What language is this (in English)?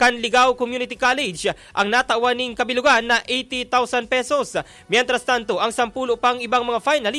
Bikol